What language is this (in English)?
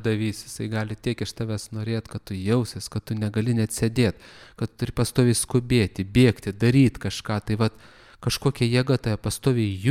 Lithuanian